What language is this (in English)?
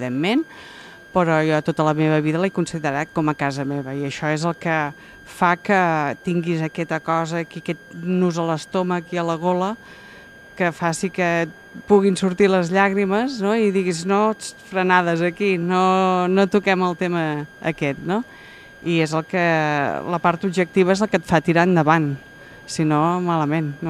Catalan